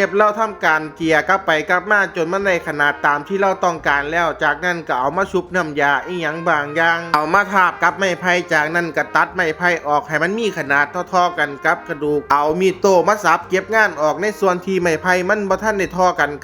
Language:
Northeastern Thai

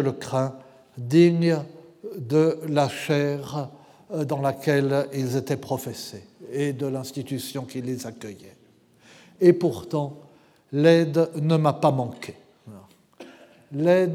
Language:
French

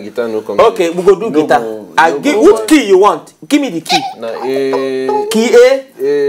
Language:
Nigerian Pidgin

